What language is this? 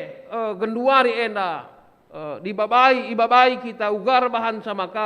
Batak Karo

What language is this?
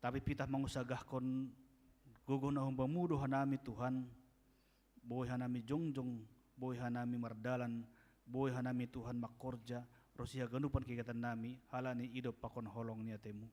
Batak Simalungun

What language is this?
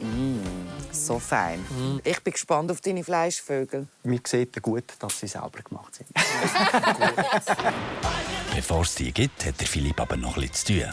Swiss German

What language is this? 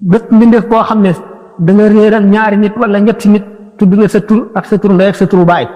Wolof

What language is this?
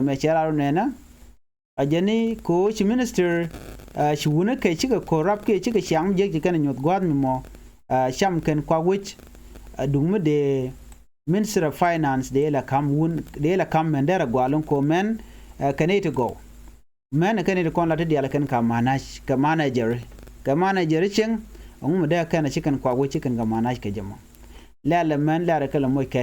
Nuer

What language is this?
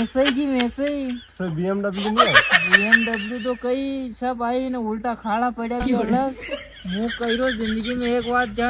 Rajasthani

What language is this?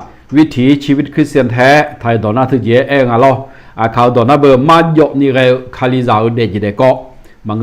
Akha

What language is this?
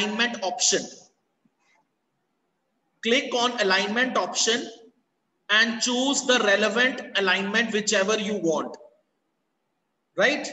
English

